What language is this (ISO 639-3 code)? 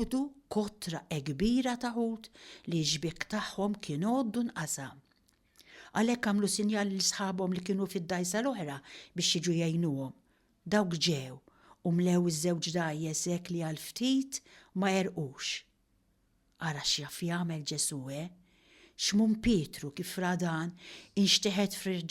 mlt